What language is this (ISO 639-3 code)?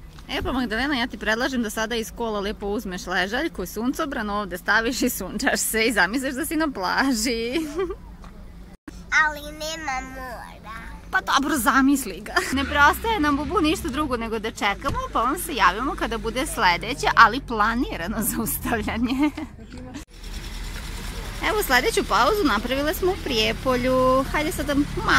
srp